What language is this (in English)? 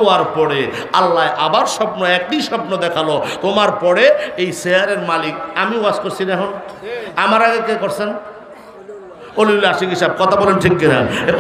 Bangla